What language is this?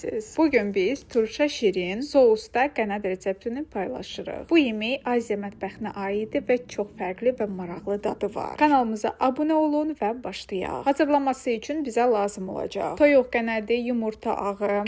Azerbaijani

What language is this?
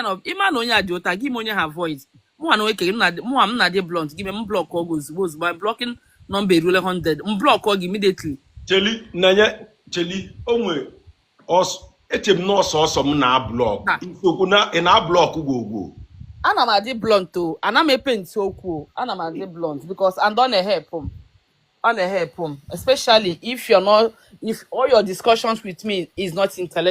Igbo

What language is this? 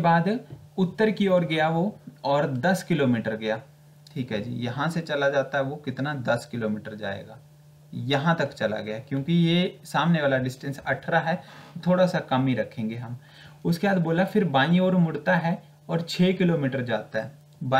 Hindi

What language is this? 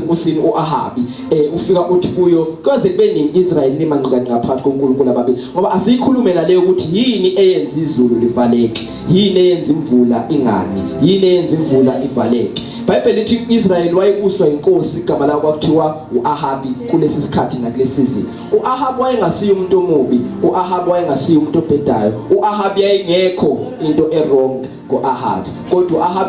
Zulu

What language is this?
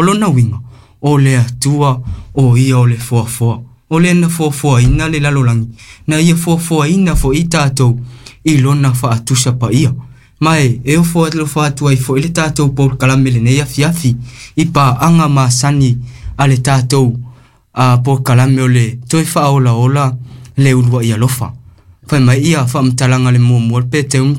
Samoan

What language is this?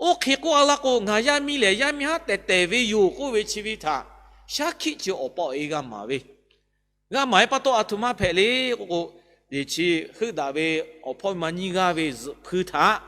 Lahu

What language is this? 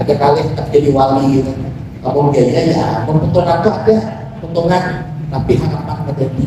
Banjar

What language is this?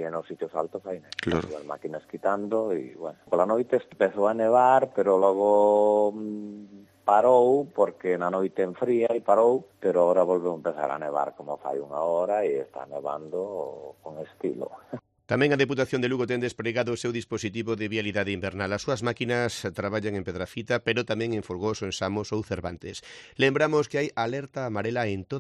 Galician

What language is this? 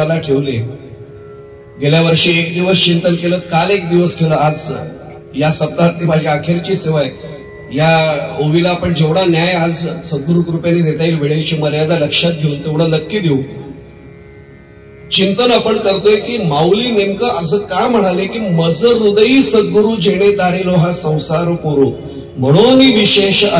Marathi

